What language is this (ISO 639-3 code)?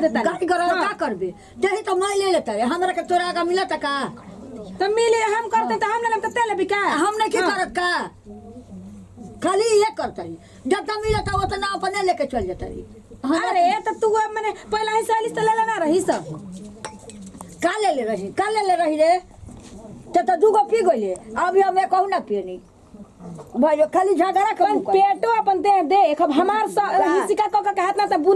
bho